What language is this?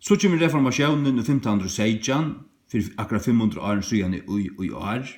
Faroese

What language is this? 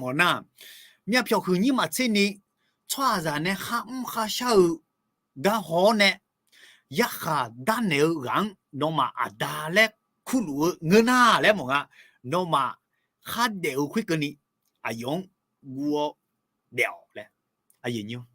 Akha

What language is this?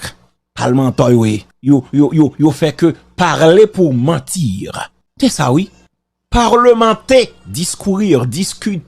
Haitian Creole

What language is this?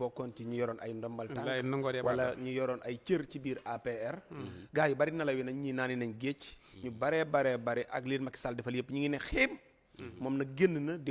Wolof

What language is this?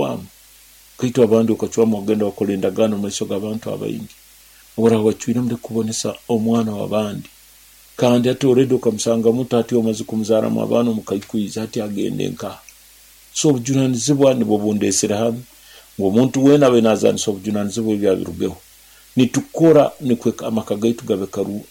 Nyoro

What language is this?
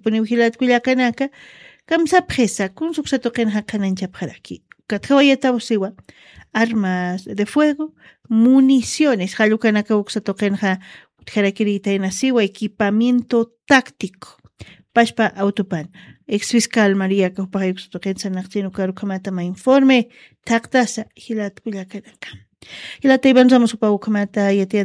Aymara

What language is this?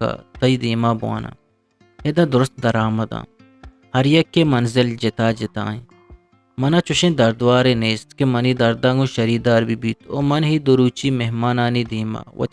Eastern Balochi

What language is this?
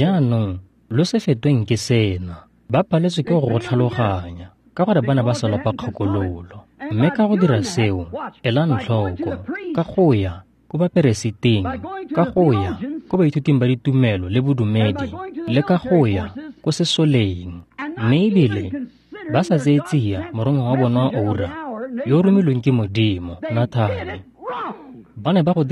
Tswana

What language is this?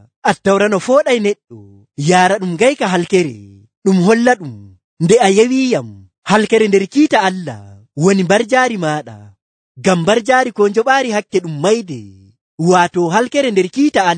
Nigerian Fulfulde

